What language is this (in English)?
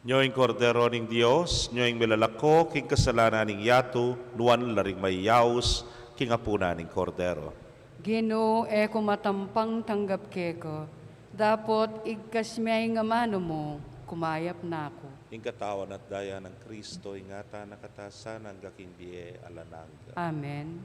Pampanga